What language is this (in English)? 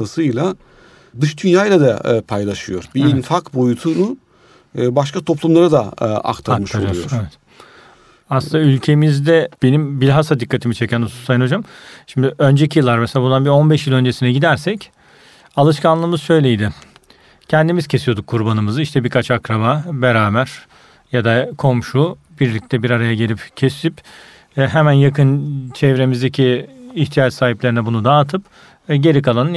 Turkish